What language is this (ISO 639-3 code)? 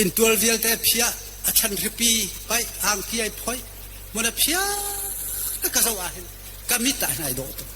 cnh